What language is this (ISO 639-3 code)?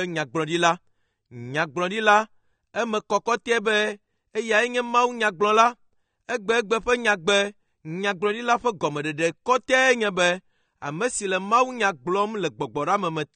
ewe